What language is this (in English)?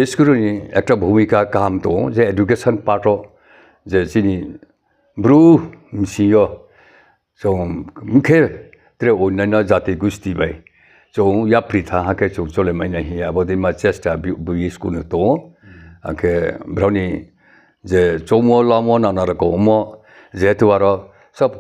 Riang (India)